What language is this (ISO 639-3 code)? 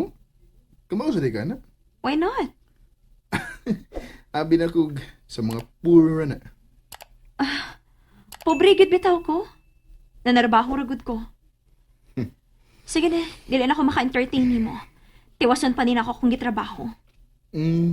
ceb